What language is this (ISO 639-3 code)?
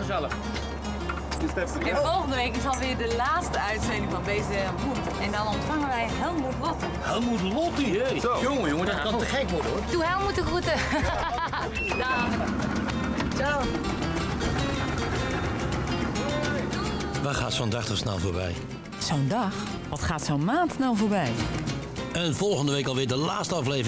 nld